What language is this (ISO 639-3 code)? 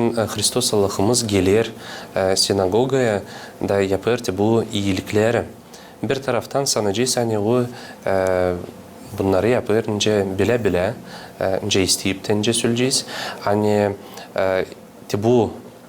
gag